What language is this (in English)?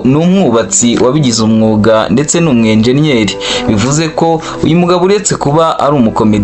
Kinyarwanda